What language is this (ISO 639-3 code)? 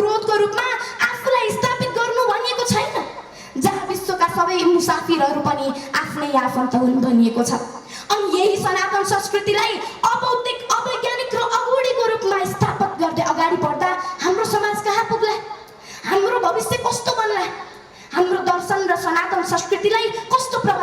nep